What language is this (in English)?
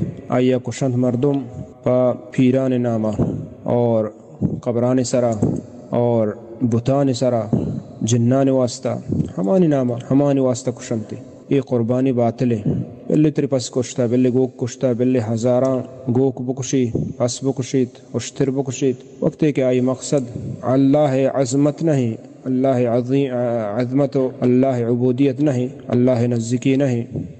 Baluchi